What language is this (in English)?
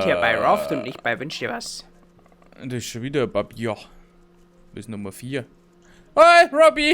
Bavarian